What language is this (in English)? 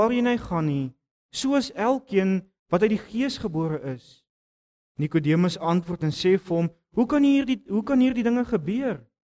Afrikaans